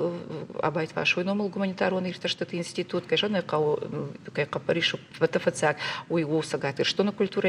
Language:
Ossetic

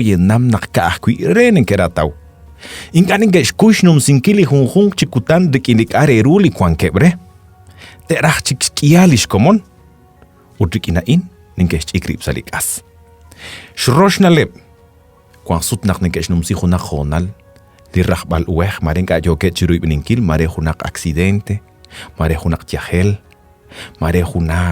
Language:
Kekchí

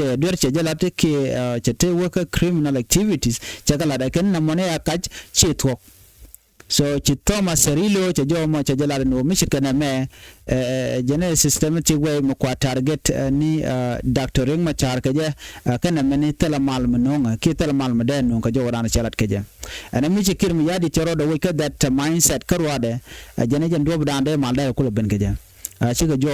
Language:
Nuer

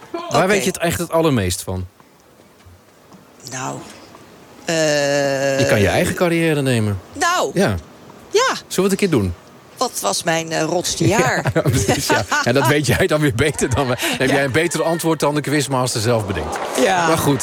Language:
Dutch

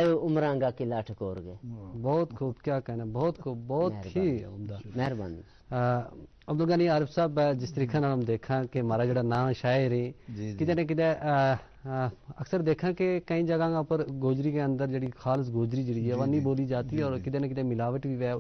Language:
Gujari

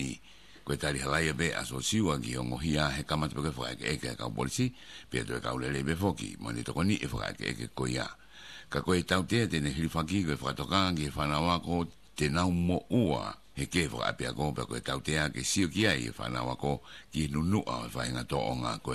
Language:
Tongan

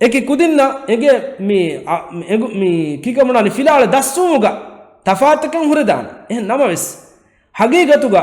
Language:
Divehi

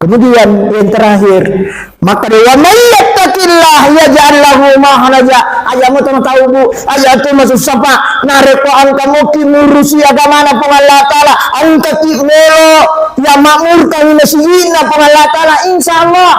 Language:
Buginese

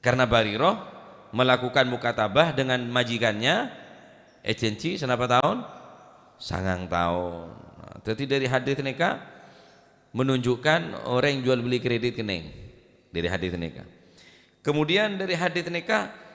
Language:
Madurese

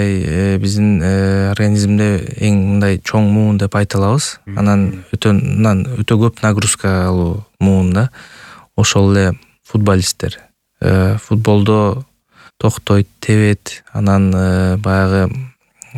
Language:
Kyrgyz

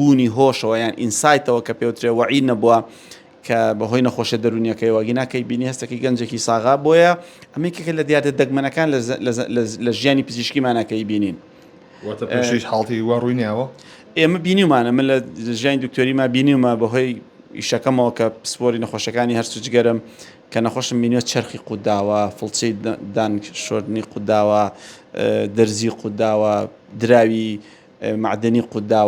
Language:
Central Kurdish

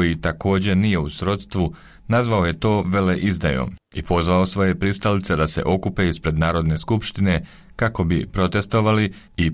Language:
Serbian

